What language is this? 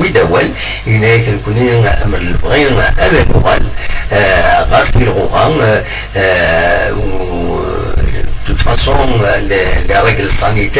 Kabyle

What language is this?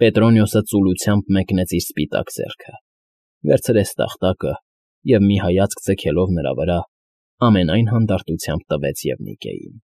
Armenian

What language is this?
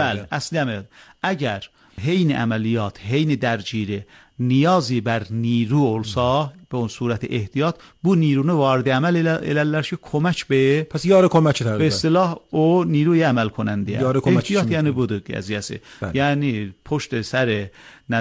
Azerbaijani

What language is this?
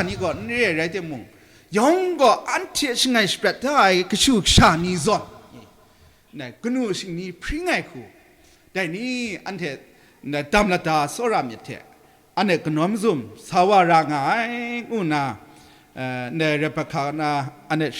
Kachin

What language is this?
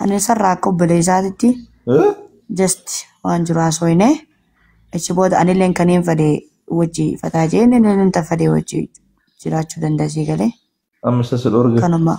Oromo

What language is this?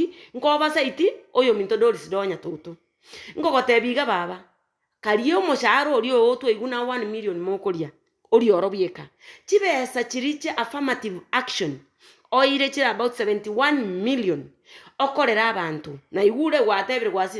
Gusii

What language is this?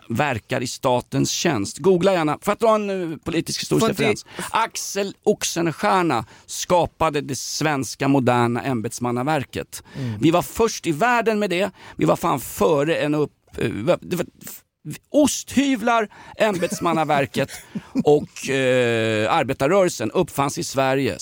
Swedish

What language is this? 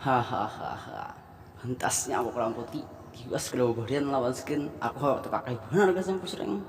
Banjar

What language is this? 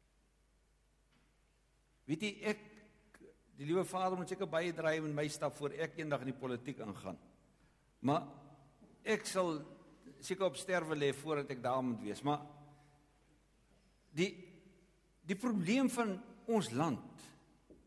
Afrikaans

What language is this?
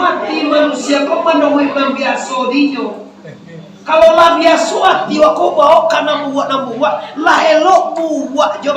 Minangkabau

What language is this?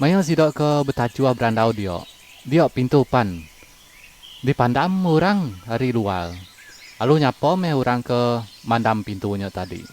Iban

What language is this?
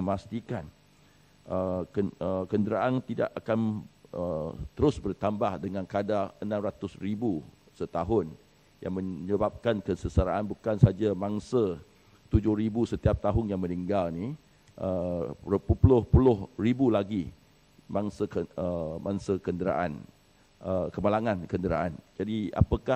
Malay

